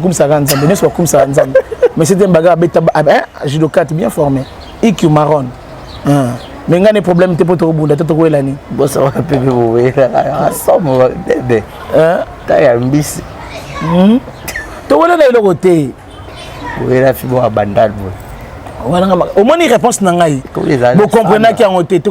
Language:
Lingala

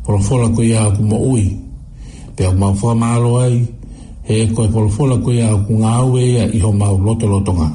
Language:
Tongan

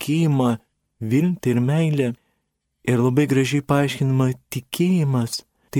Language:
Lithuanian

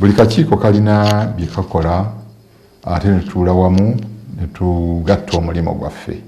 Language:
Ganda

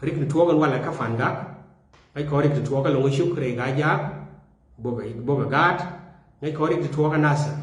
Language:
Nuer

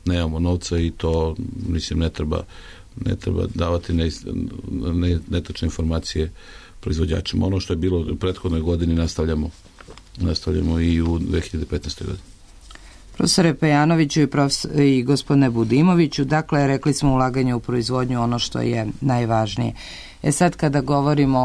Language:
Serbian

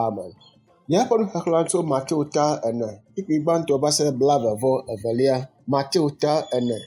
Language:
Ewe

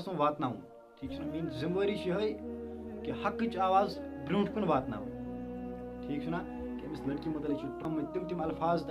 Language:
Kashmiri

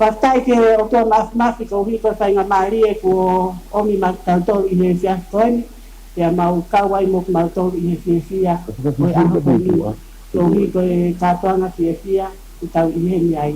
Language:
Tongan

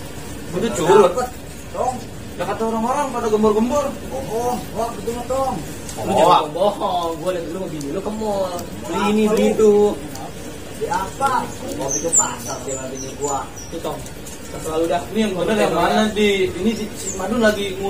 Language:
Betawi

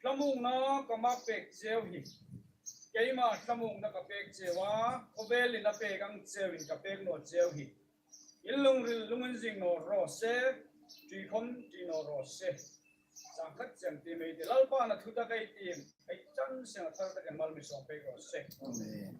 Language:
Hmar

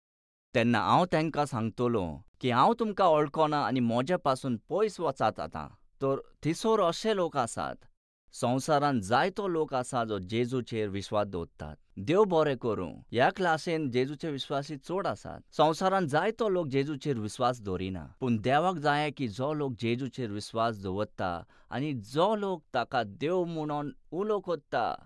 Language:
Konkani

